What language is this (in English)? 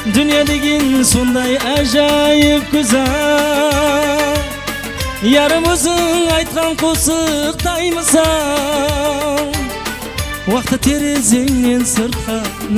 Kara-Kalpak